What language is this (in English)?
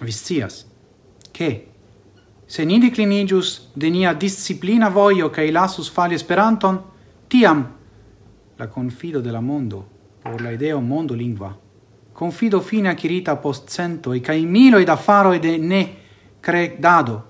Esperanto